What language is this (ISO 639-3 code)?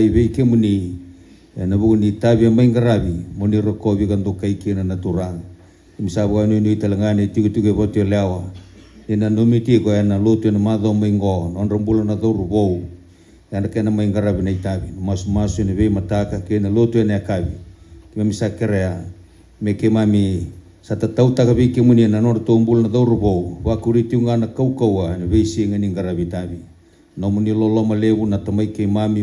fij